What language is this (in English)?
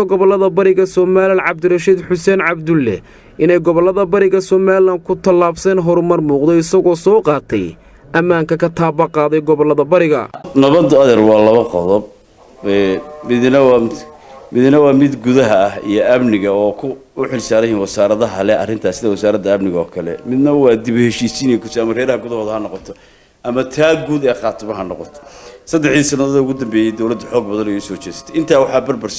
Somali